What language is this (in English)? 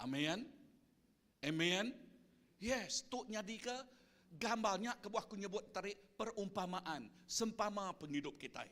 Iban